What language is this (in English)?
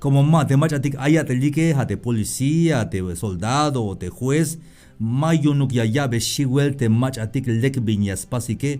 Tzeltal